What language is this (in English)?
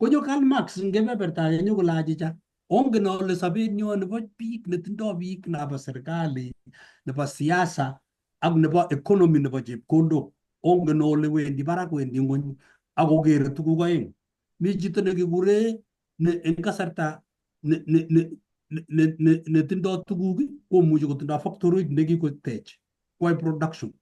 Kalenjin